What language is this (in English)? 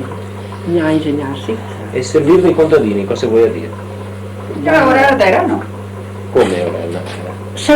Venetian